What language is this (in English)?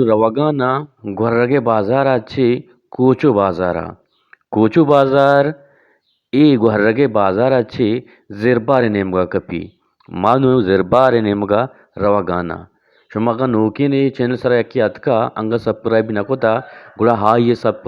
Eastern Balochi